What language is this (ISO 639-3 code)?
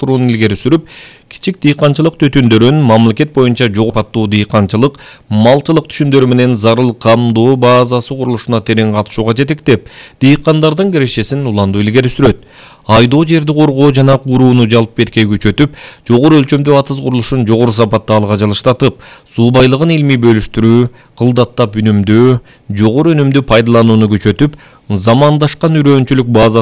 kir